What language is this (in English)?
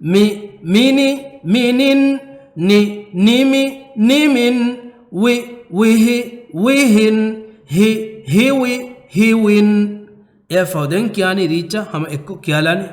Divehi